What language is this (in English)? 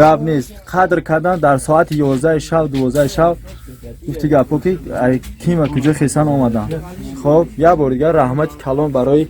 Tajik